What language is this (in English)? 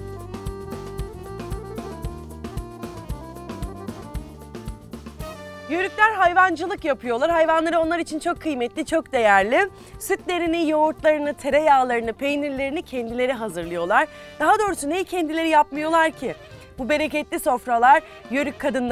Turkish